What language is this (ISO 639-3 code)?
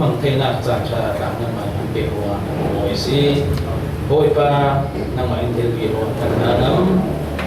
cfm